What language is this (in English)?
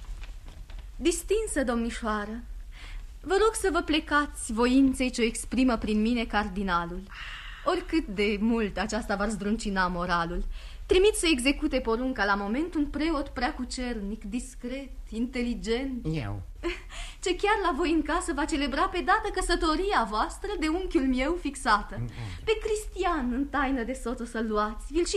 Romanian